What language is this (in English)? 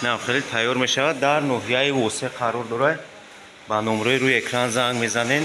Tajik